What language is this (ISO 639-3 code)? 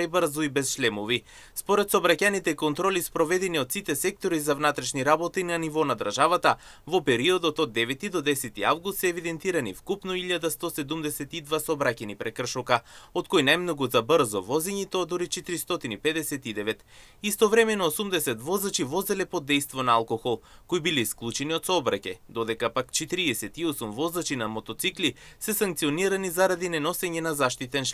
mkd